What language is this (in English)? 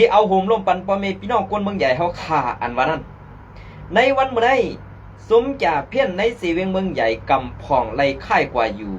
Shan